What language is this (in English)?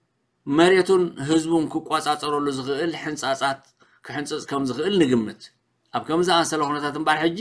Tigrinya